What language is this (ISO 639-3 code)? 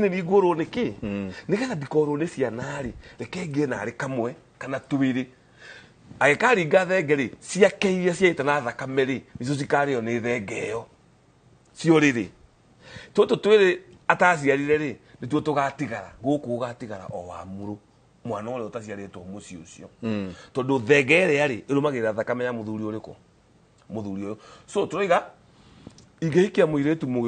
kik